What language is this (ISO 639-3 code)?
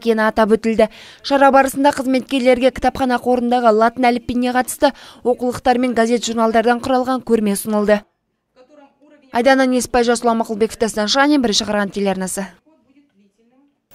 kaz